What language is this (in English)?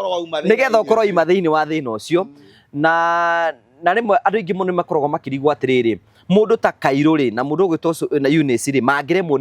Kikuyu